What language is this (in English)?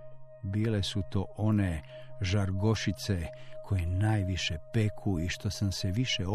Croatian